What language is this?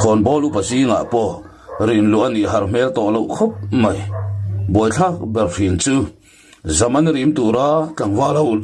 Mizo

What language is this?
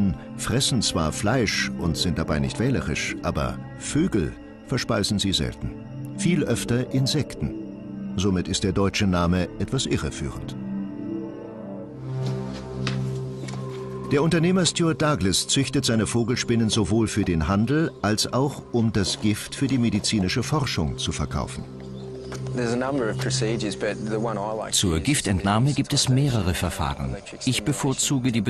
German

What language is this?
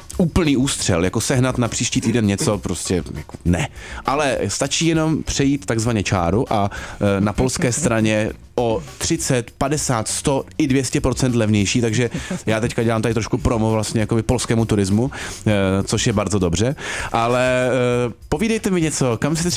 Czech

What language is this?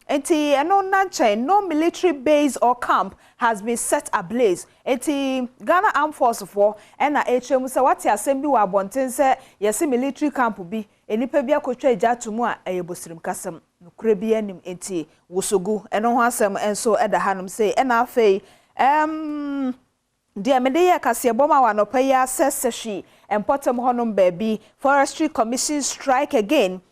Akan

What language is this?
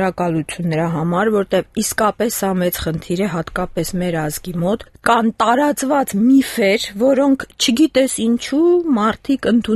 Armenian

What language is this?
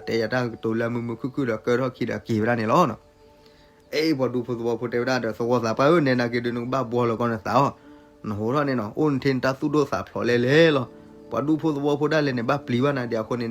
S'gaw Karen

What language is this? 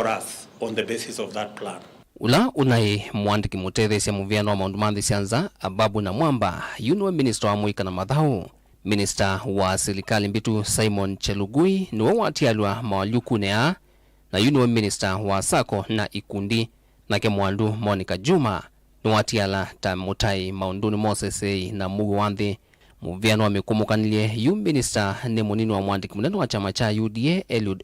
Kamba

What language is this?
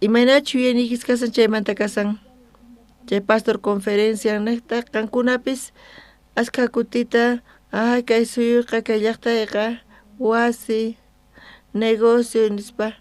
South Bolivian Quechua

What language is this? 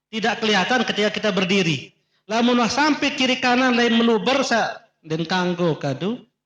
Sasak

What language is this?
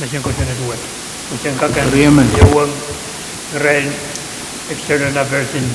Pohnpeian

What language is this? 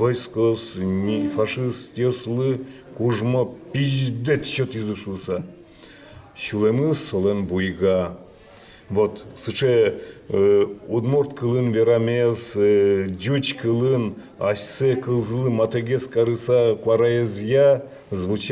Udmurt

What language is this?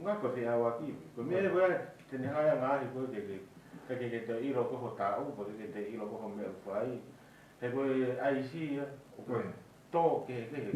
Tongan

